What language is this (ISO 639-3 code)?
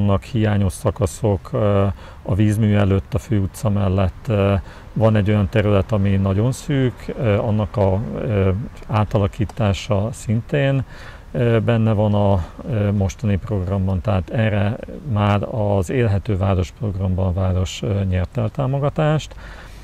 hun